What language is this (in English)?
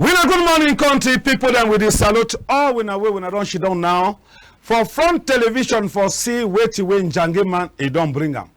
Cameroon Pidgin